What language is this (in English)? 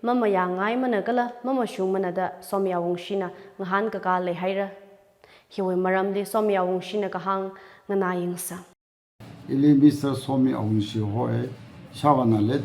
Tangkhul Naga (India)